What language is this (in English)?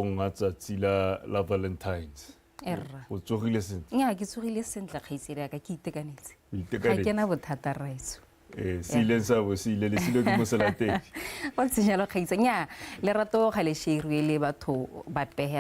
Tswana